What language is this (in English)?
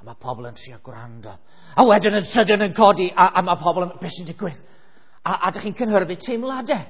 Welsh